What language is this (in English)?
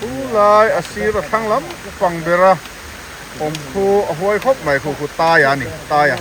Mizo